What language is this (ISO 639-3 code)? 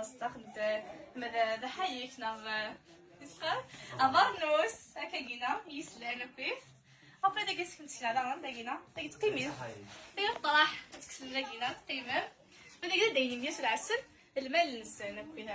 kab